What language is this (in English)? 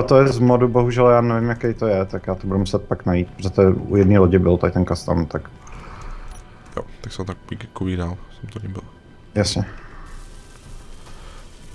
Czech